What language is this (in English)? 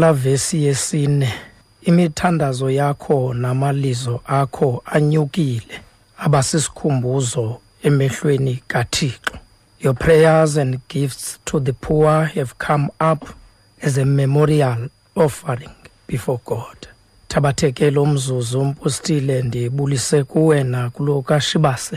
Xhosa